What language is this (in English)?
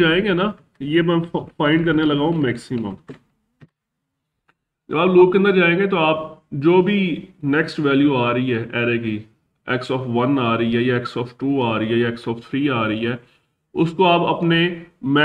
Hindi